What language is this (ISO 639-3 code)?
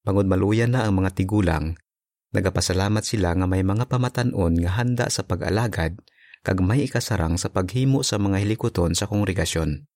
hil